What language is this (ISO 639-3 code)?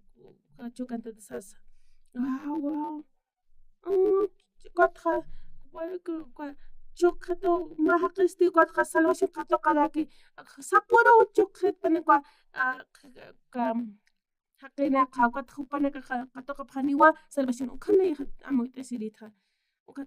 aym